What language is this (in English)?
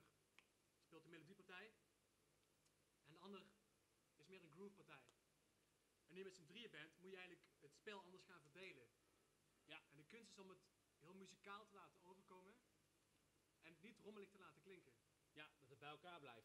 Dutch